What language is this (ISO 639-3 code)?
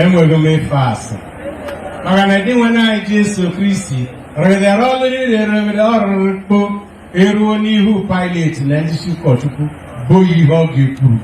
ibo